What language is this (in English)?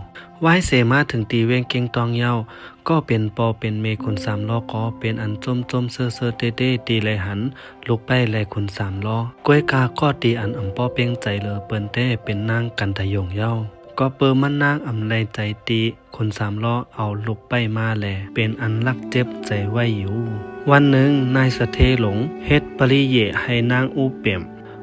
Shan